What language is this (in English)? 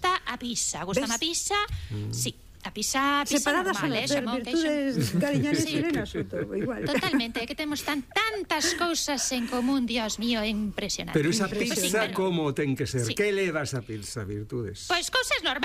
Galician